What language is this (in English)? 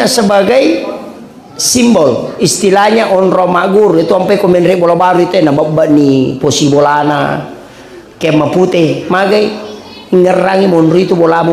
Buginese